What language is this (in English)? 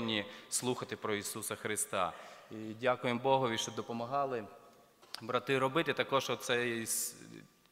Ukrainian